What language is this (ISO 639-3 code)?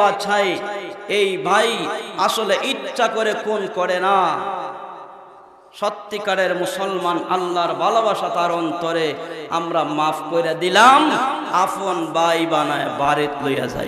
ben